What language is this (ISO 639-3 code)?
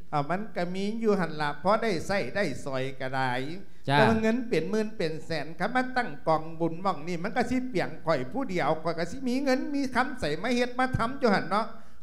lao